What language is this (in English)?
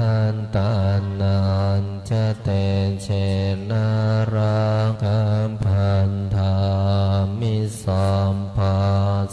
Pali